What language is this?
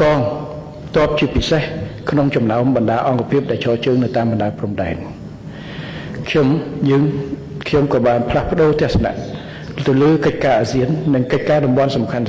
Khmer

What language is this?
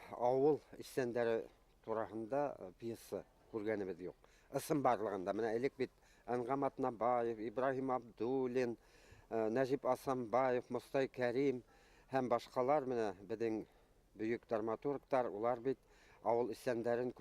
Bashkir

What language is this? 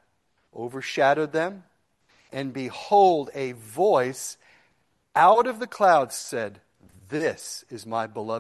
English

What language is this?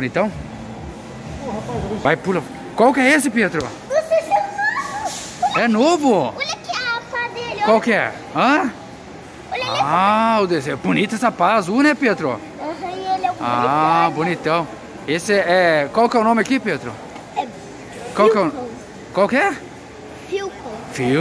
Portuguese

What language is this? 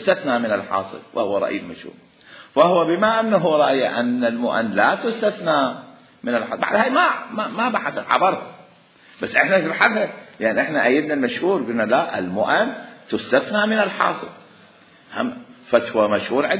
Mesopotamian Arabic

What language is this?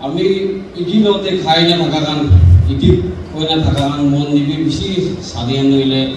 Naga Pidgin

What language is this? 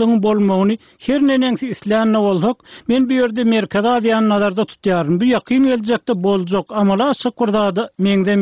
Turkmen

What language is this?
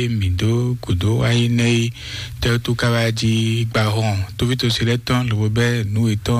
Fon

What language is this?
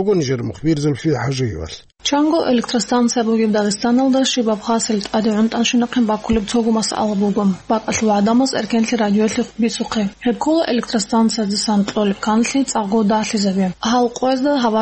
Avaric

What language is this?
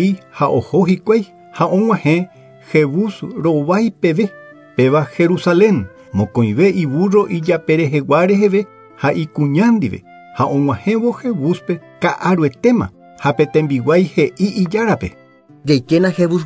Guarani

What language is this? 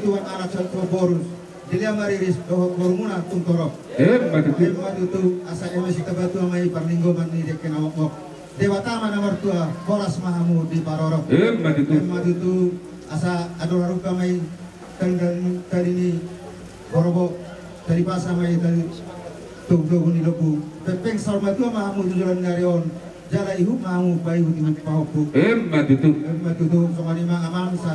Batak Toba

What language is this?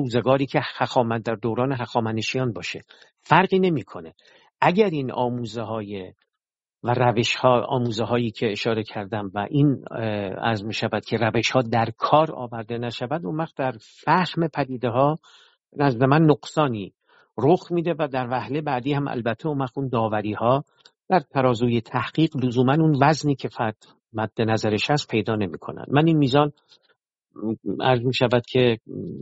Persian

